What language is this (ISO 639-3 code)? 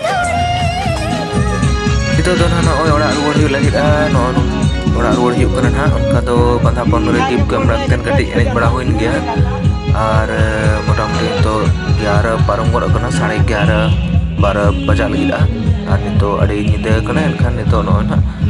sat